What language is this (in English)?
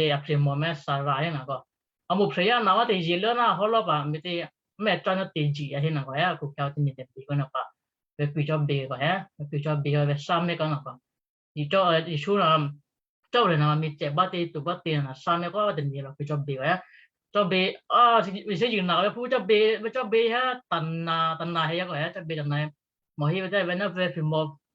Western Kayah